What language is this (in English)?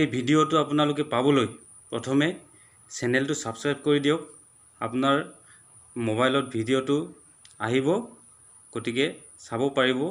Assamese